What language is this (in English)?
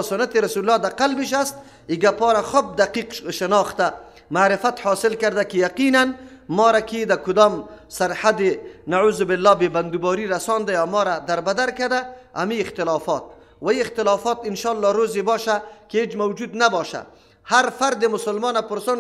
Persian